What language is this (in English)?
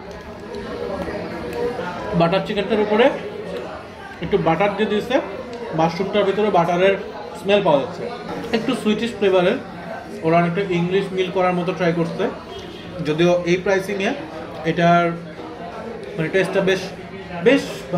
Bangla